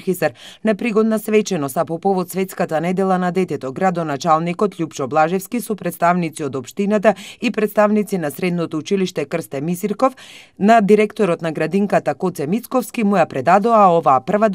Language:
Macedonian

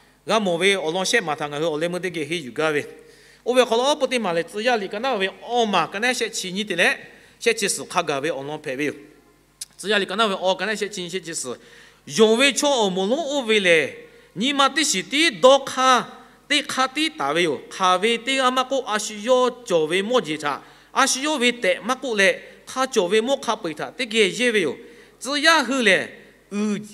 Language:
Lahu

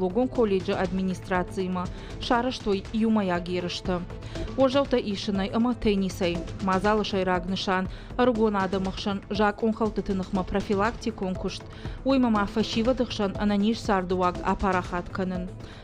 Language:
Ossetic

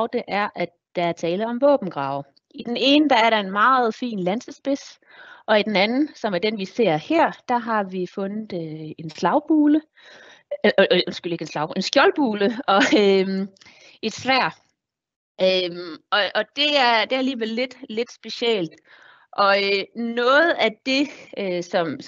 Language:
Danish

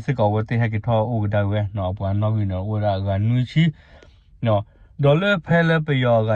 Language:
S'gaw Karen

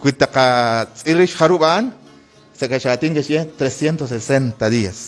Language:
Kekchí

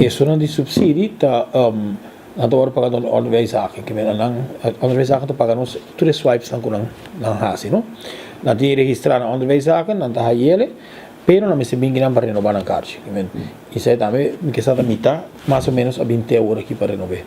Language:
Papiamento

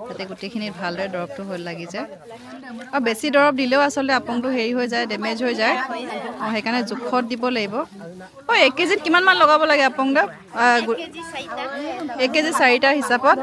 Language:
Assamese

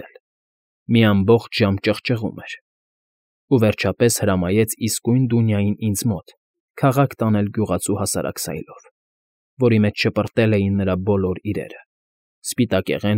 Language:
Armenian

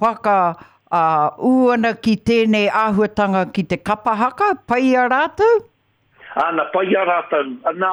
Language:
Māori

